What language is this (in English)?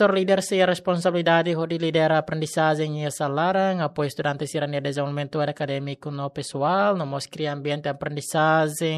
Tetum